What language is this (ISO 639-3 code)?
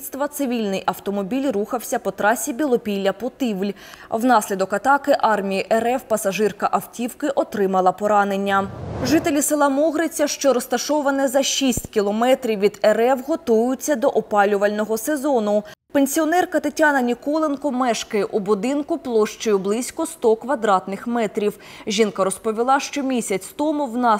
ukr